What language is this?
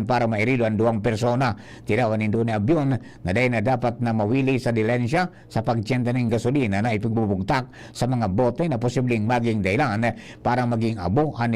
Bikol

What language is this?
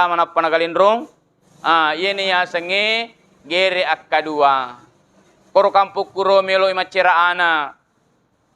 Buginese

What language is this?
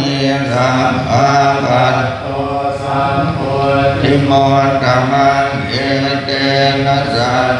Pali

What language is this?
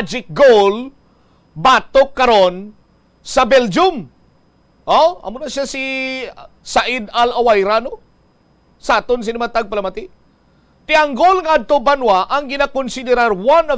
Hiligaynon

